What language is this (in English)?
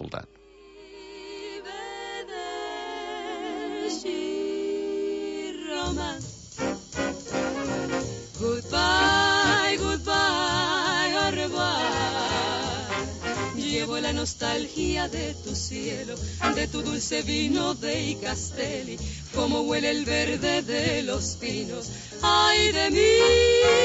Catalan